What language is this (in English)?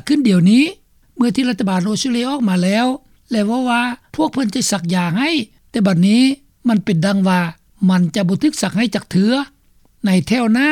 Lao